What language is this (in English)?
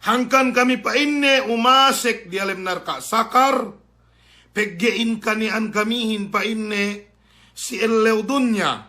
Yakan